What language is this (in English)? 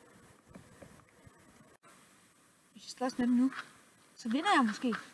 Danish